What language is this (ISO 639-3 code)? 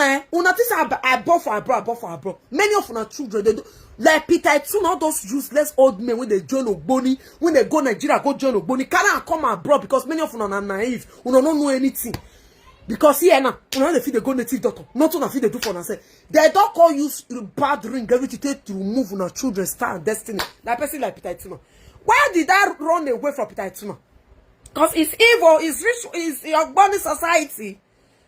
pcm